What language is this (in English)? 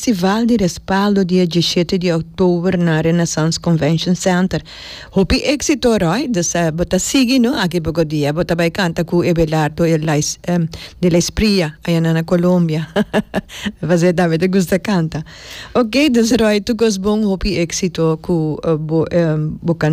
Papiamento